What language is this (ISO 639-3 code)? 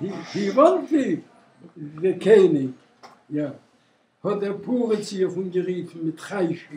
yid